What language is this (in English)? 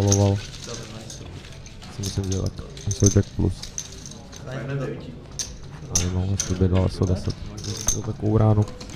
Czech